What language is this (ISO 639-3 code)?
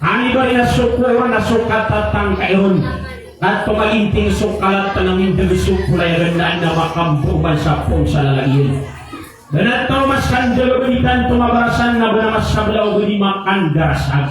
mrw